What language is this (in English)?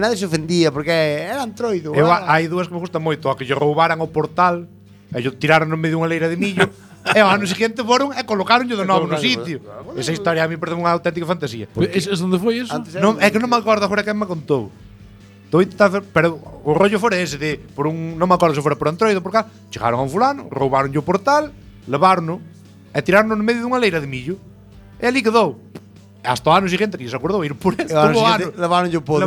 Galician